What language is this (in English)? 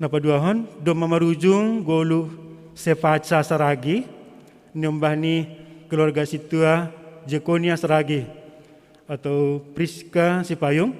Batak Simalungun